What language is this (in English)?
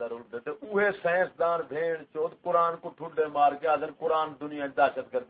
Saraiki